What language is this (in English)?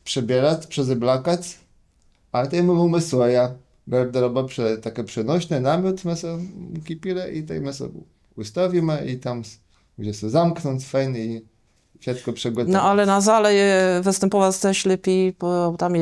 Kashubian